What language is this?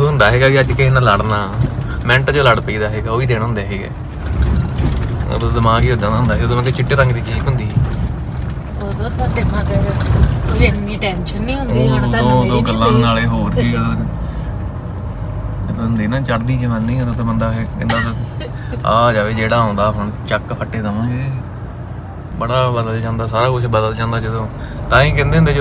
Punjabi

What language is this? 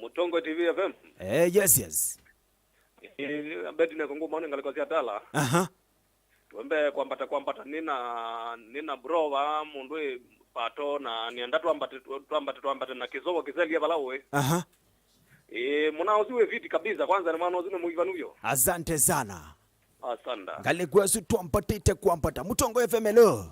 Kamba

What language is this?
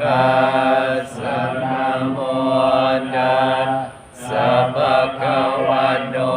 Pali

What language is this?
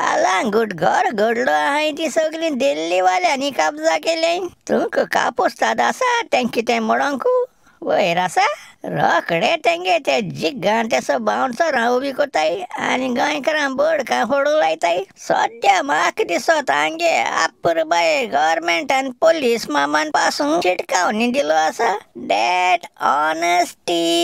Konkani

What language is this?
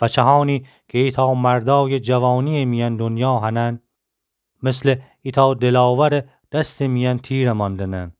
Gilaki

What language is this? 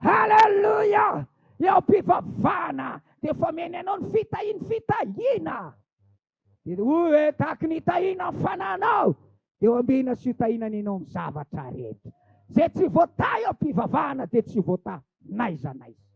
Malagasy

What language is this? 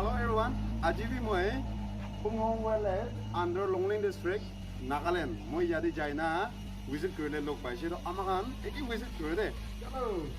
Naga Pidgin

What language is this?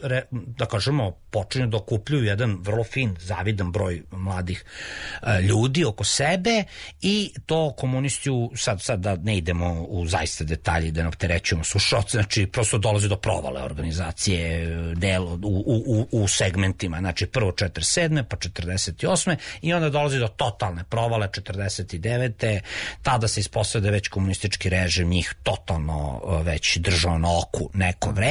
Serbian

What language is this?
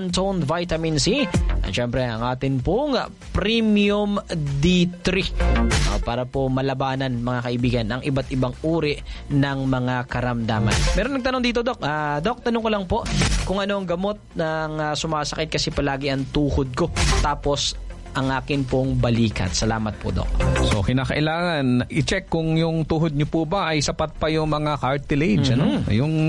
Filipino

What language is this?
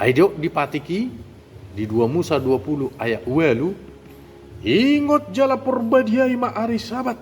Batak Toba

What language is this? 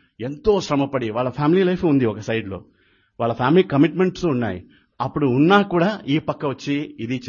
Telugu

